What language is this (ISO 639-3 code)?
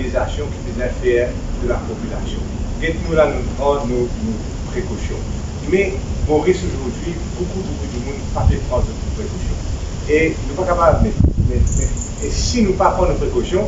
mfe